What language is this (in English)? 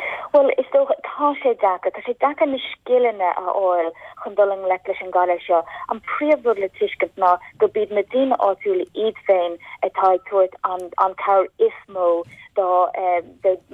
Irish